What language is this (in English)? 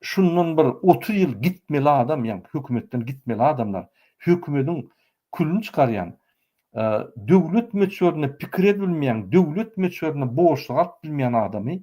Turkmen